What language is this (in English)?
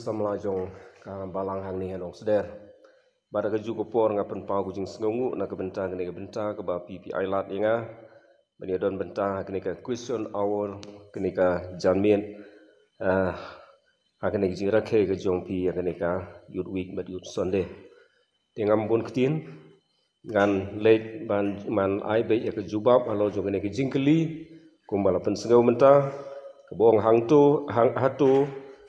Khasi